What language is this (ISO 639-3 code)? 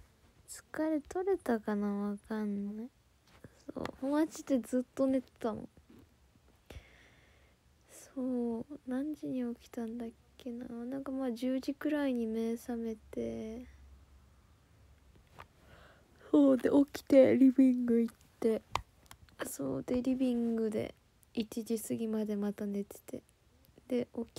jpn